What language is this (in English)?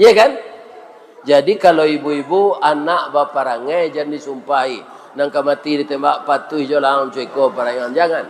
Minangkabau